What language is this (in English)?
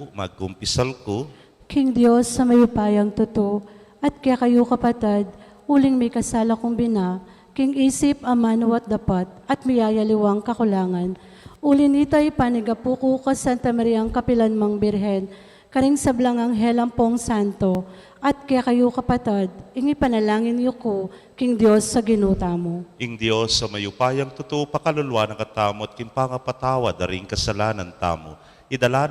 Pampanga